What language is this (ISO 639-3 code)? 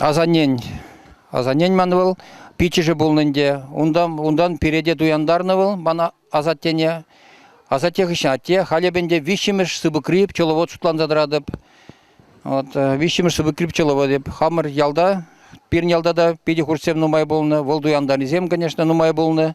chv